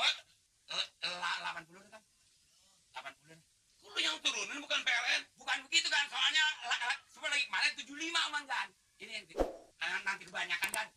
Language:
Betawi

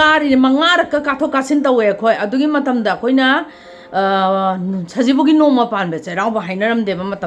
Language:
Manipuri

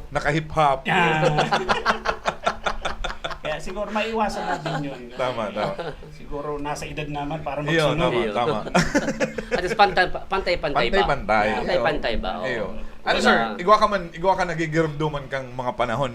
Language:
Bikol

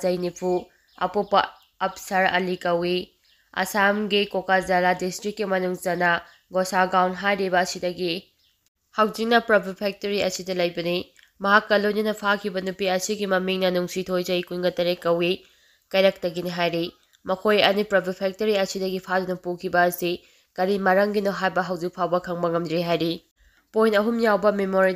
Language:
Manipuri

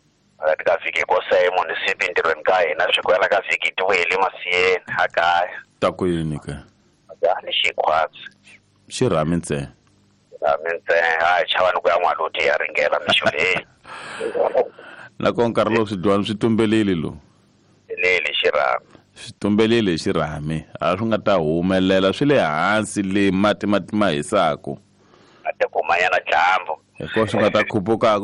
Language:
Tsonga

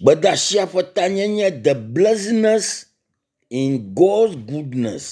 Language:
Ewe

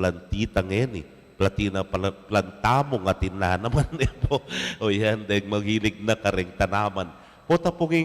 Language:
Pampanga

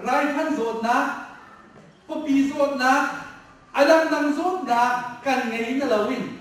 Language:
Hakha Chin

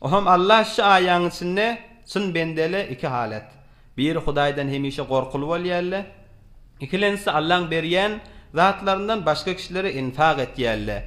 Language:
Turkmen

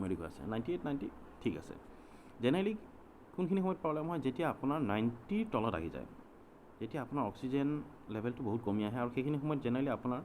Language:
Assamese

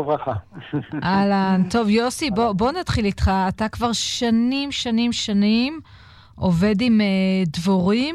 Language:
Hebrew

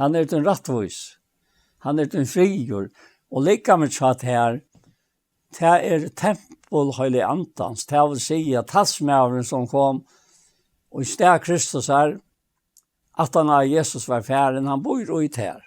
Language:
Faroese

